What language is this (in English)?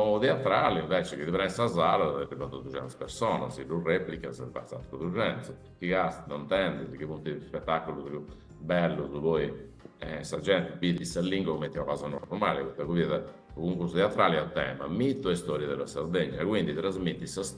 Sardinian